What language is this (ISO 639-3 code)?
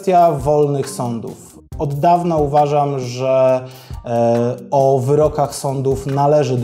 pol